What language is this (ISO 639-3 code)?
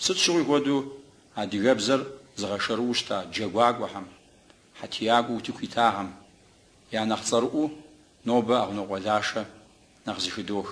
kbd